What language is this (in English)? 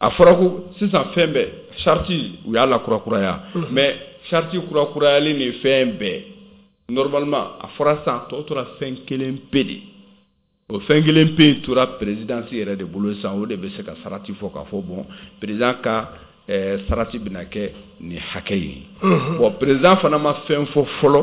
Bambara